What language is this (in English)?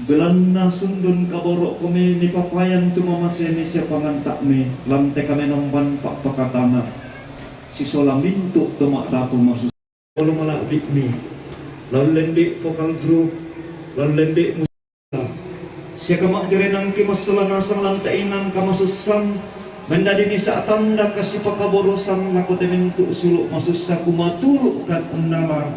Toraja-Sa'dan